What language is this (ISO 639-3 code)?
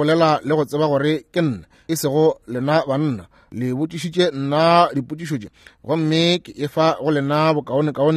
nso